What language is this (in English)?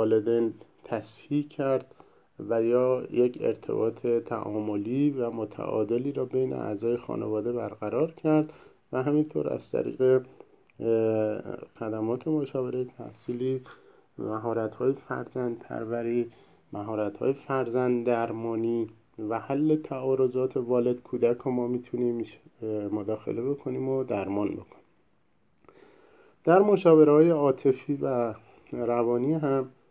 Persian